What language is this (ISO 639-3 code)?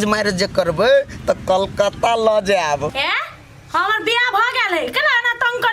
mai